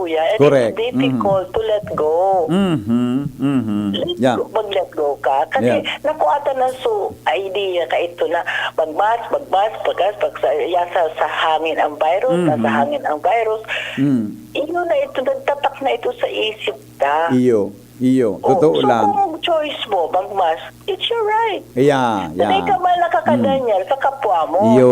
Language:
Bikol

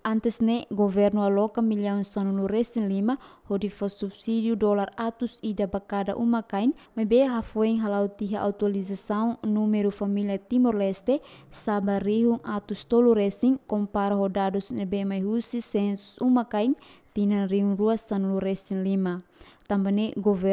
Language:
Tetum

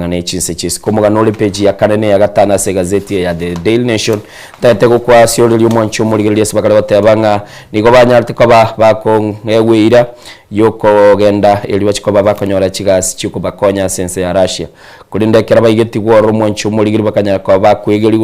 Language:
Gusii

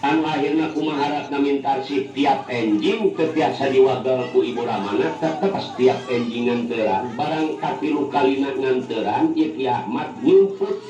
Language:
Sundanese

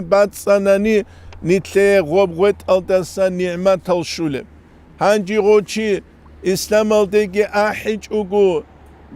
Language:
Avaric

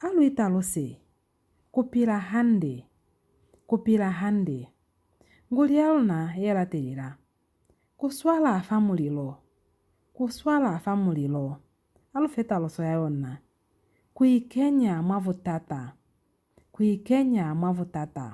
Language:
Lozi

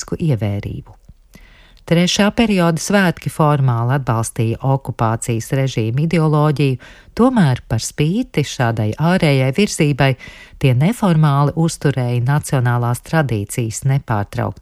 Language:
Latvian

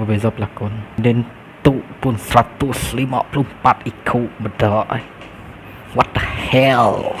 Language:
Iban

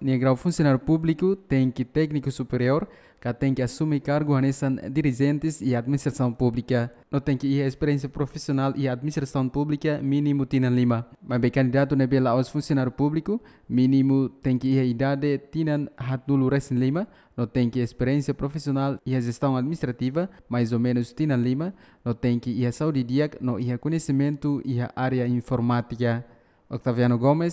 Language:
Tetum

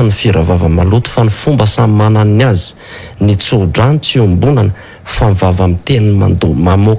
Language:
Malagasy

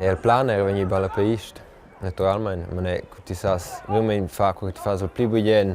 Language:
Romansh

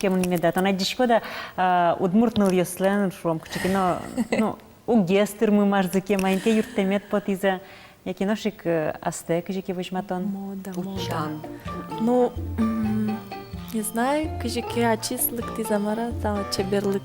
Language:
Udmurt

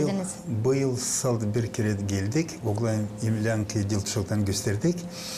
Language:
Gagauz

